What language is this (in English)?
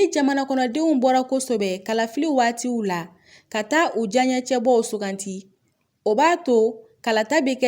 Bambara